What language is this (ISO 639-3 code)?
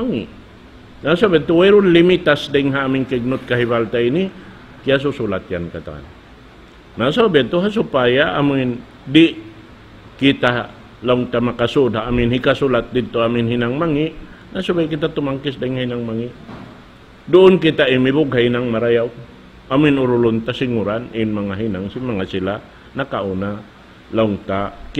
tsg